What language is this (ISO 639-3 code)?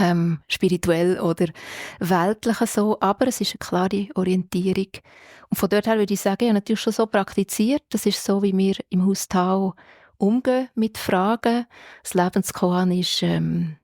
gsw